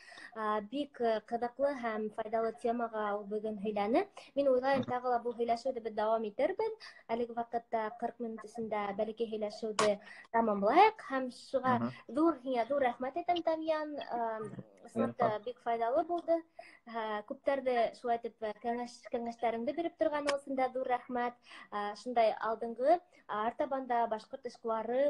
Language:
Bashkir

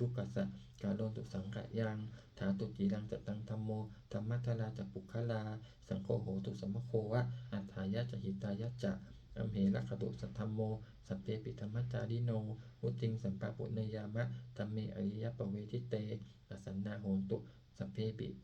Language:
Pali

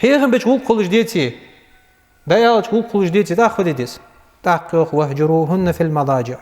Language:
Ingush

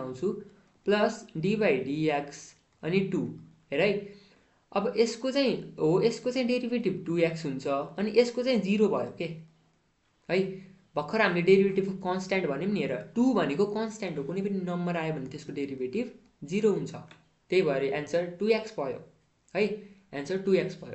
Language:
Nepali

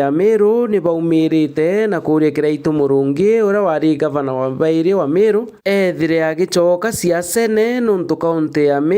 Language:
Meru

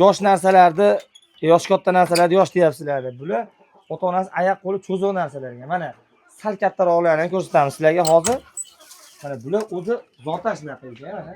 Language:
Uzbek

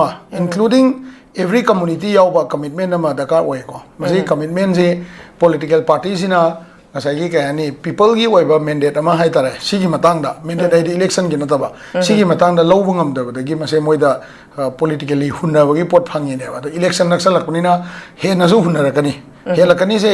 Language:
Manipuri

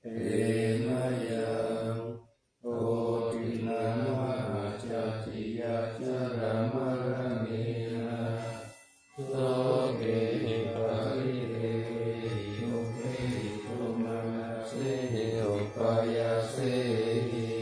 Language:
Pali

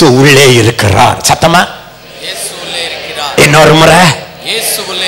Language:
Tamil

